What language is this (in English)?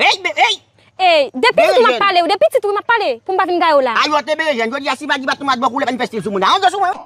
Haitian Creole